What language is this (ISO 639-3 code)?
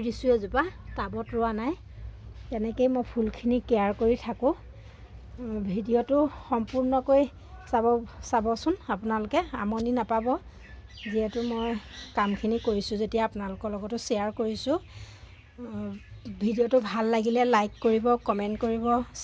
asm